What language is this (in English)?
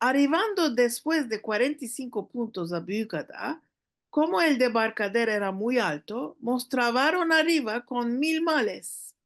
Ladino